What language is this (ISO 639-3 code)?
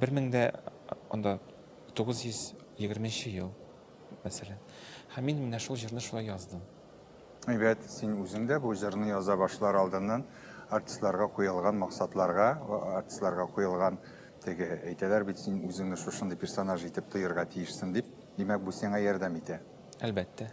tat